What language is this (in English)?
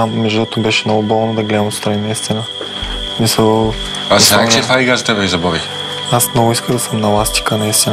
Bulgarian